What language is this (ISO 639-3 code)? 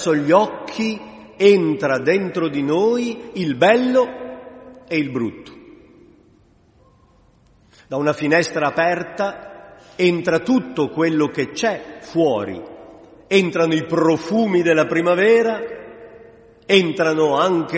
ita